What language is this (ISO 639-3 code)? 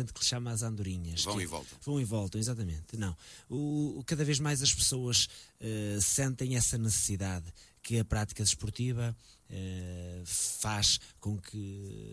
por